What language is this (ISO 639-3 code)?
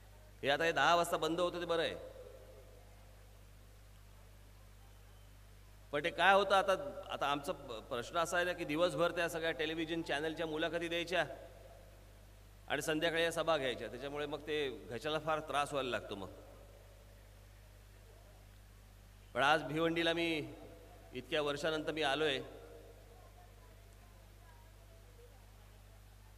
mar